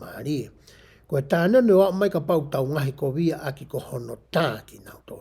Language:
Tongan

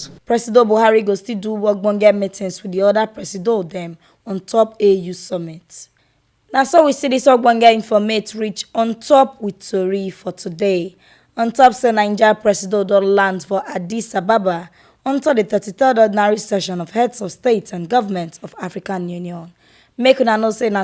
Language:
Nigerian Pidgin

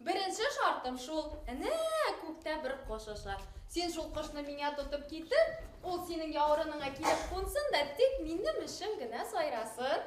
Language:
Bashkir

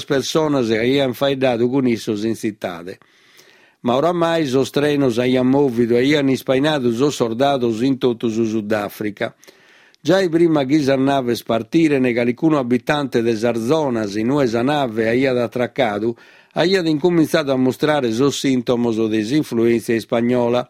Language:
Sardinian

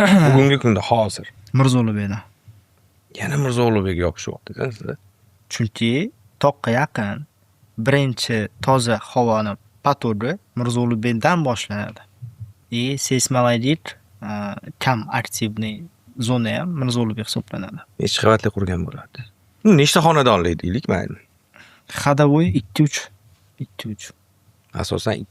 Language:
Uzbek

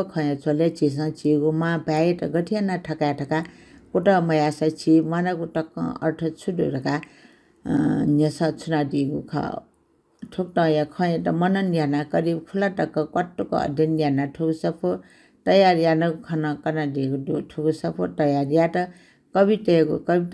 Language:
Newari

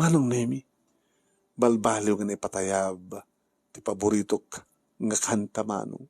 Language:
Iloko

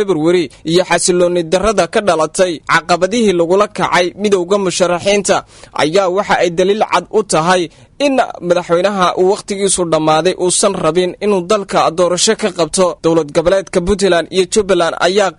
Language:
Somali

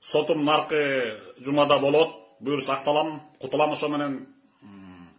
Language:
Kyrgyz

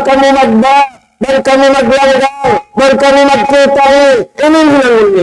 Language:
Tausug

